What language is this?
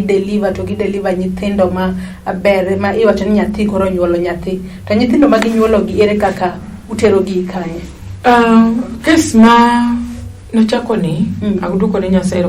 Luo (Kenya and Tanzania)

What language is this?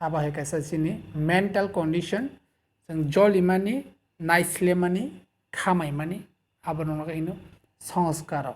Kok Borok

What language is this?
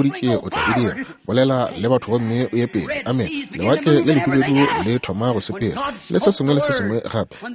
Northern Sotho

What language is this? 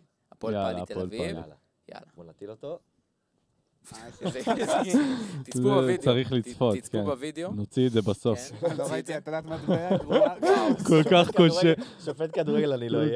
Hebrew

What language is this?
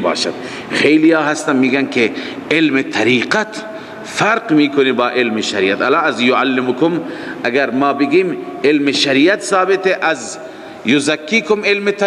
Persian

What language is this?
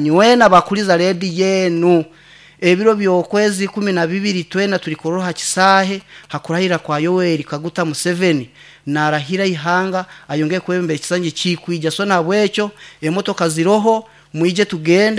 Nyankole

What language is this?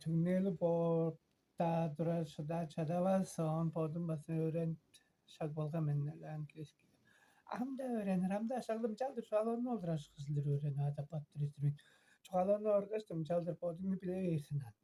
Tuvinian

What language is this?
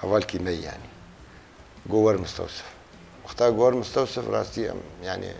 Kurdish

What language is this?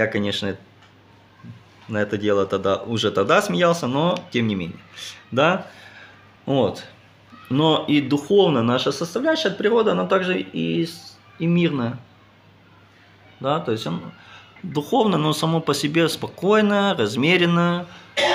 Russian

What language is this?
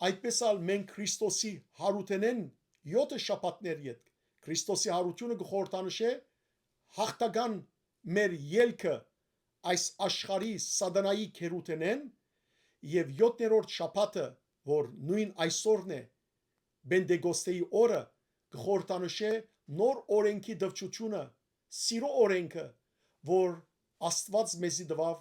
Western Armenian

